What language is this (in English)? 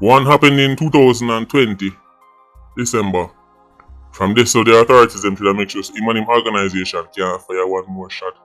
Jamaican Creole English